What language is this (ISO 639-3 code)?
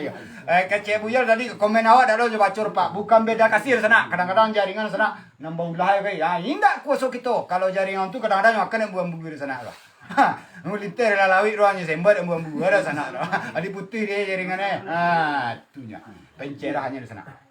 min